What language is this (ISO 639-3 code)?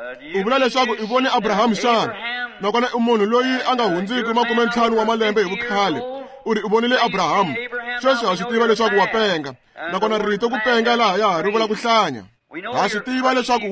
tso